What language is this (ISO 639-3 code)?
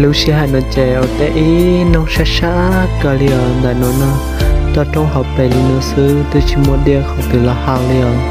hmn